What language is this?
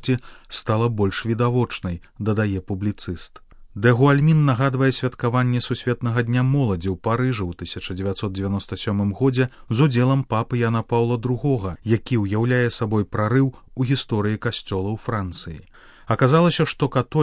Belarusian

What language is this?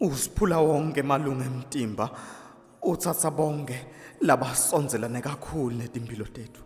Swati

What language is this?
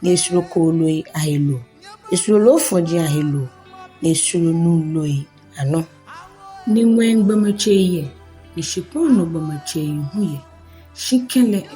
Ga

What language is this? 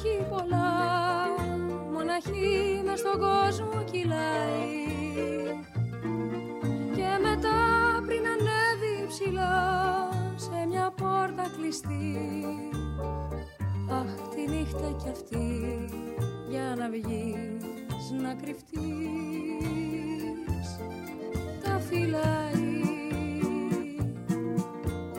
Greek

